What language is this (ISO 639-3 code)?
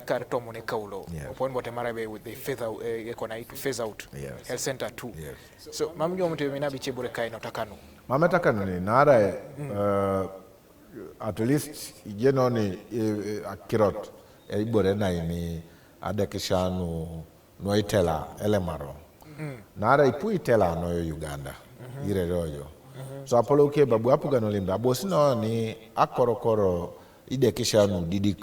teo